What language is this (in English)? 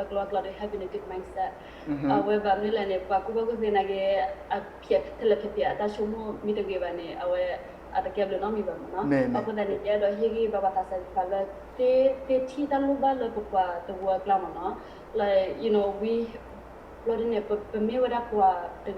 S'gaw Karen